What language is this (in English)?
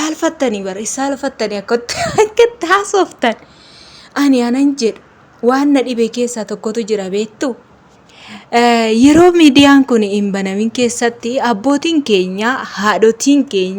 Oromo